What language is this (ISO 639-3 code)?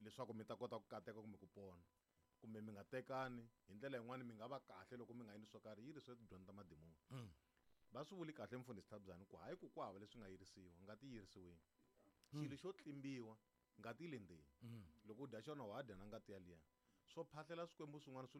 tso